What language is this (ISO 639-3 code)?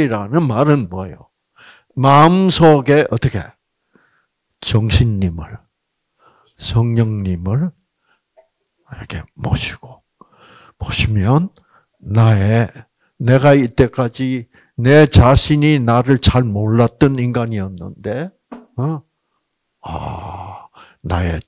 kor